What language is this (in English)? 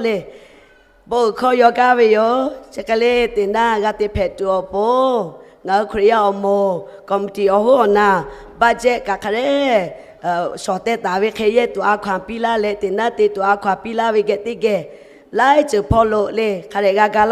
Lahu